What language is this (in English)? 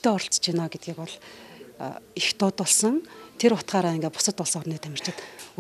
Mongolian